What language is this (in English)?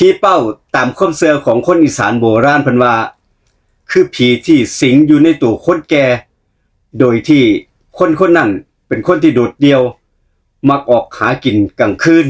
Northeastern Thai